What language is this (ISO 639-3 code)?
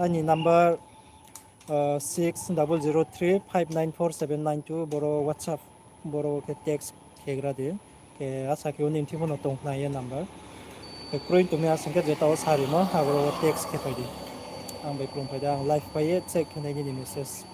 ria